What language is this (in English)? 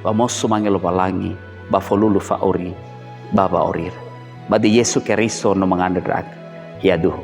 Nias